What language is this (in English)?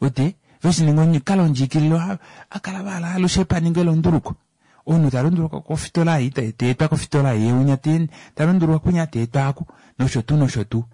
Kuanyama